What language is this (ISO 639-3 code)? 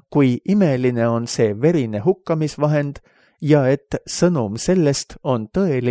est